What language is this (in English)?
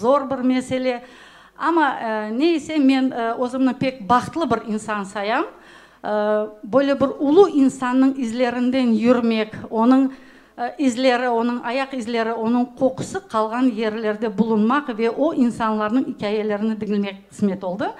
Crimean Tatar